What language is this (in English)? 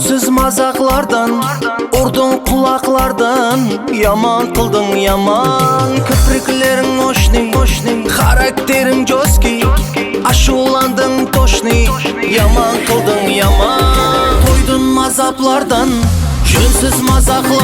Kara-Kalpak